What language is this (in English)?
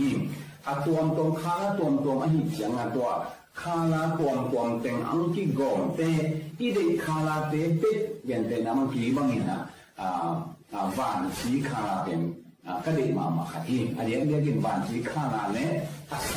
Tedim Chin